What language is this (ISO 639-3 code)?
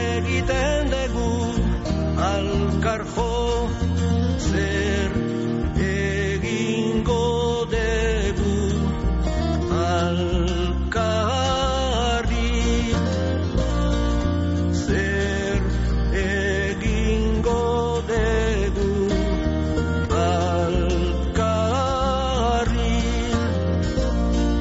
eus